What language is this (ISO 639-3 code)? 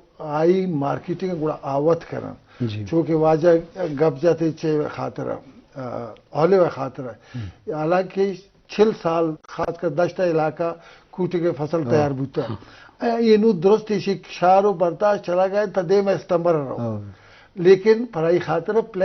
bgp